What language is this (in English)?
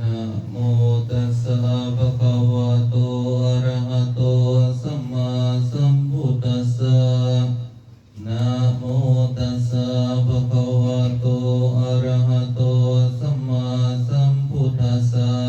Lao